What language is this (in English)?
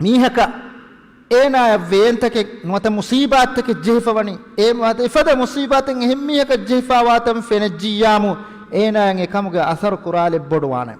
Divehi